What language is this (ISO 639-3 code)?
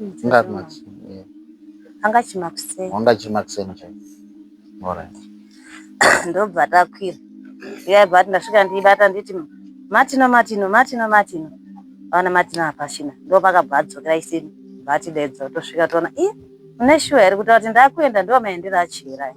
sna